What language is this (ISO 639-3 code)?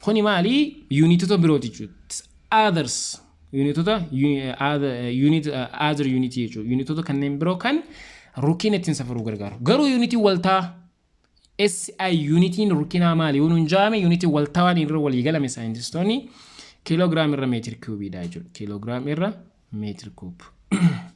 orm